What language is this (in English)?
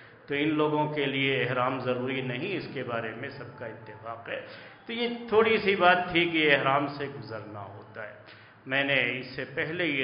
Urdu